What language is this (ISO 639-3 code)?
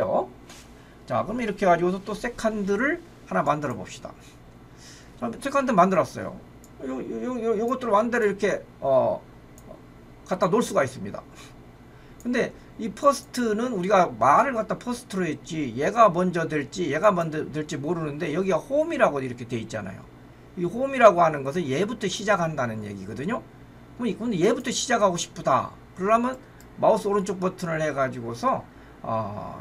kor